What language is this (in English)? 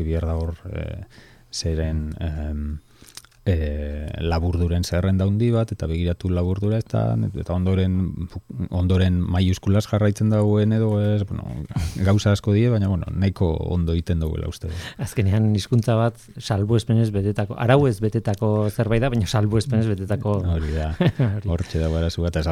Basque